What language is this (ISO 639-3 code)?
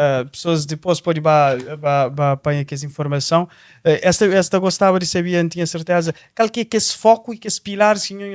kea